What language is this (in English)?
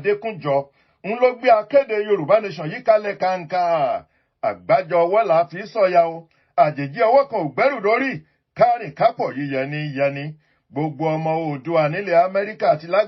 Yoruba